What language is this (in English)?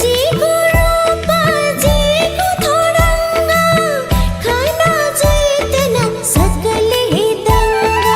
Newari